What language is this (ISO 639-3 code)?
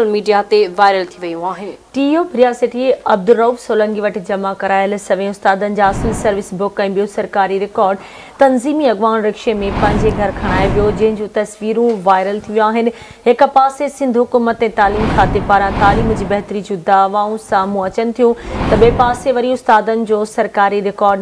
snd